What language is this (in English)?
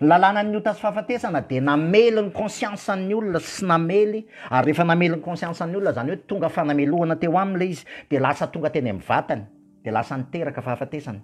Malagasy